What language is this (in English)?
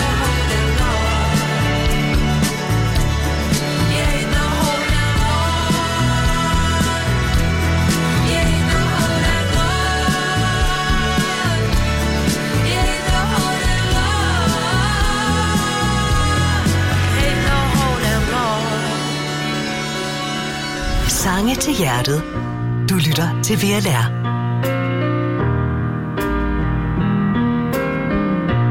Danish